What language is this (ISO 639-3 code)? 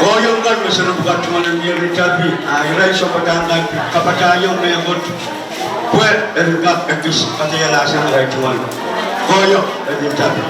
pon